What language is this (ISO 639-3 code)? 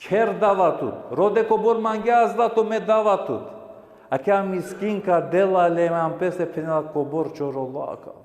rmn